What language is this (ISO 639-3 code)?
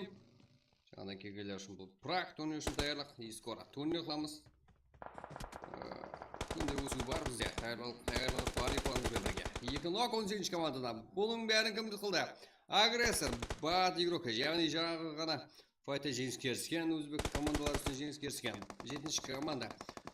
kaa